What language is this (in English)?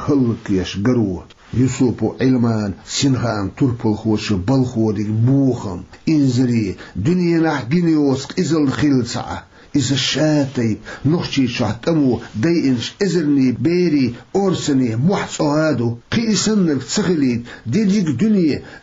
Chechen